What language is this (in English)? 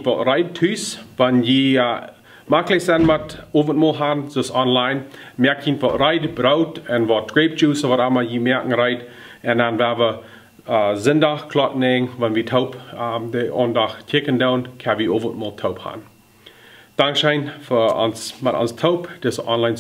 Plautdietsch